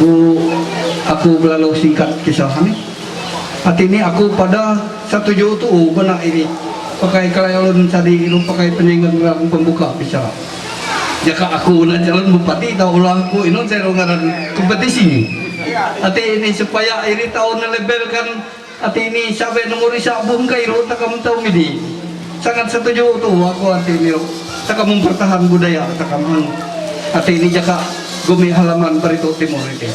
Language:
Ma'anyan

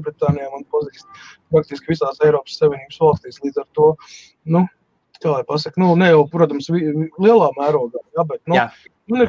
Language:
Latvian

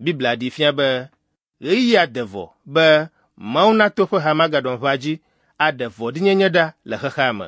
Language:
Ewe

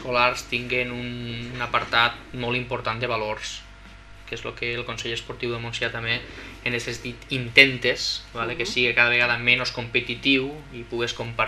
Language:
Catalan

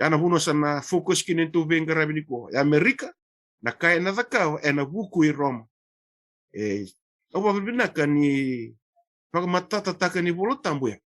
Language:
Fijian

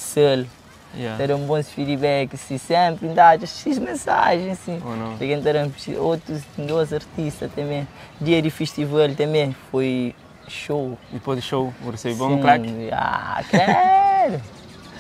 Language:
Kabuverdianu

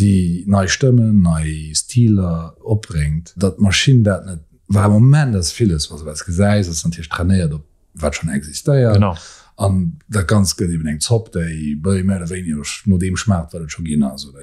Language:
Luxembourgish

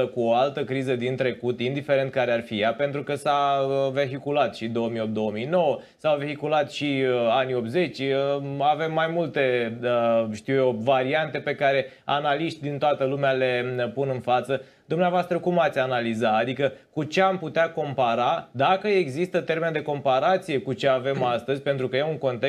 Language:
Romanian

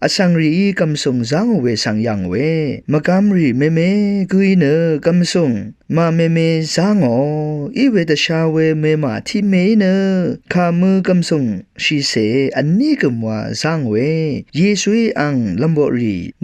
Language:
Rawang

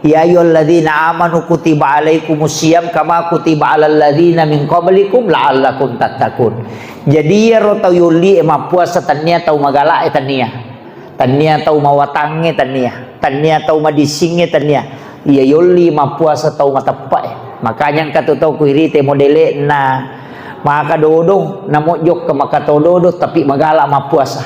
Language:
Buginese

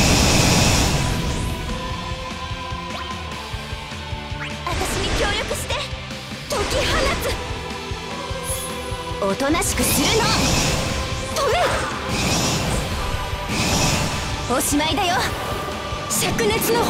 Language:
Japanese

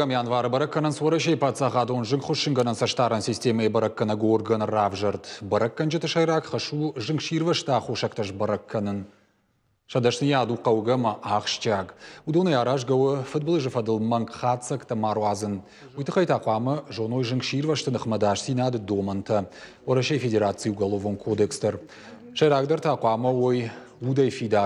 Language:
Ossetic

